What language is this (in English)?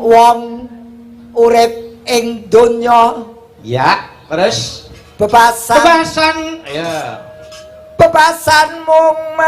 Javanese